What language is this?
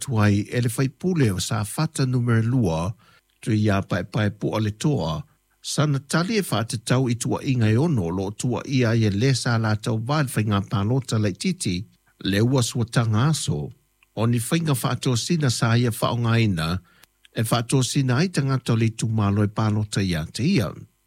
Samoan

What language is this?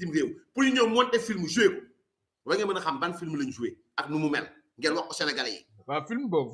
Wolof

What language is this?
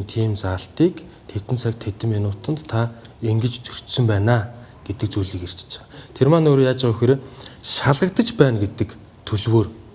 Mongolian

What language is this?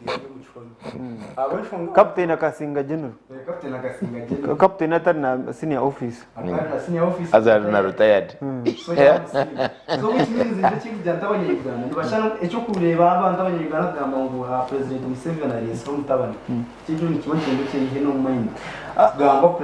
Nyankole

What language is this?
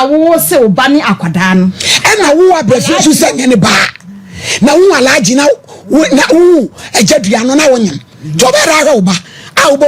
Akan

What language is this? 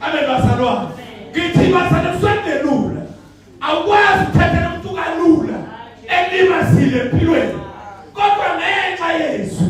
Zulu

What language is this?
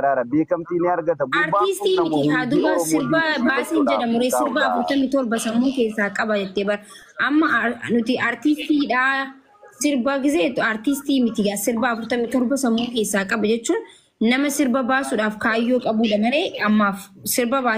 Oromo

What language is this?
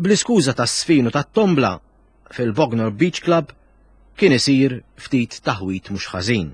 Maltese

